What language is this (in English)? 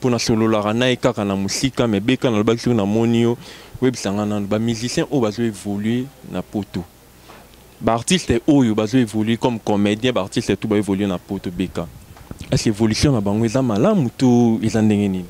Lingala